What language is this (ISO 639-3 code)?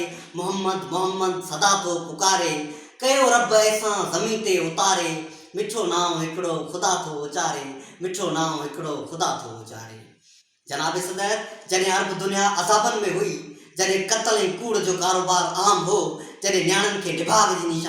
snd